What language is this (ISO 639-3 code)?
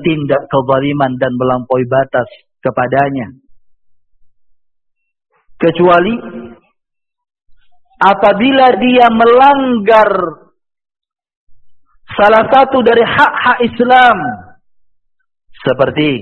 ind